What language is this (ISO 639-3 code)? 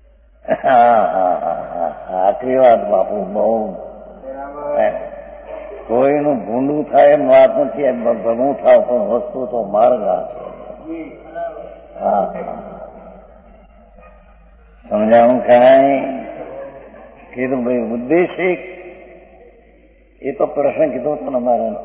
guj